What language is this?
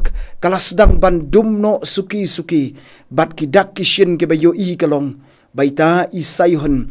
Khasi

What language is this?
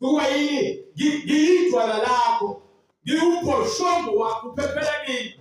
Zulu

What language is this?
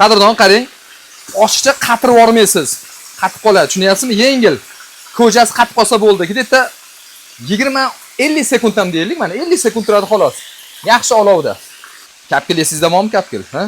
Uzbek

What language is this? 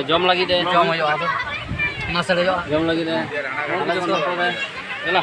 Santali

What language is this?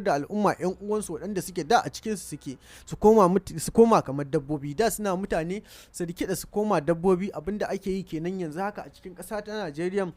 Hausa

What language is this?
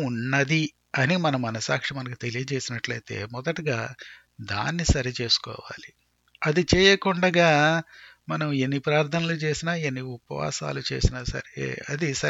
Telugu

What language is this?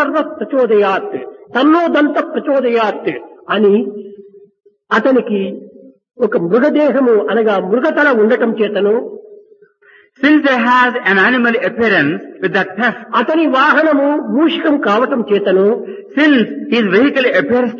Telugu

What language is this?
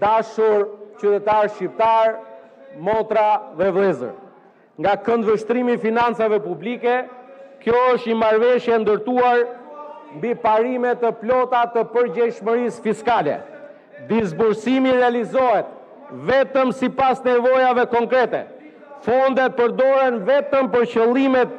Albanian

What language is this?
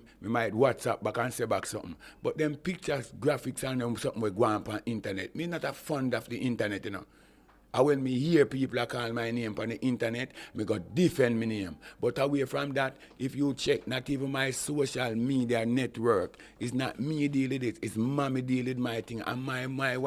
Jamaican Creole English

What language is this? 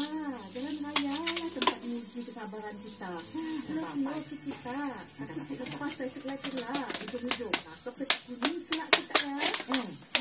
Malay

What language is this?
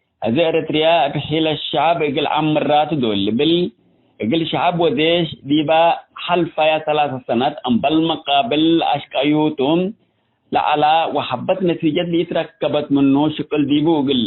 Tigre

